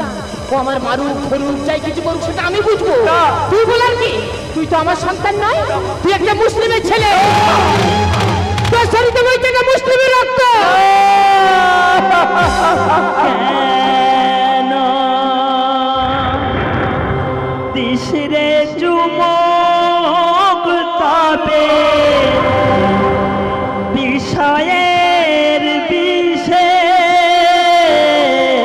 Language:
Bangla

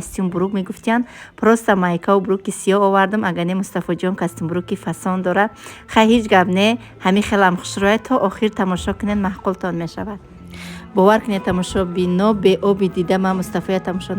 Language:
Tajik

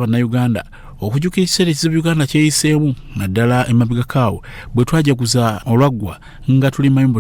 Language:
Ganda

